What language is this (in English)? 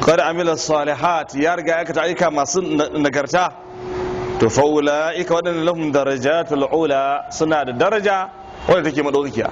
Hausa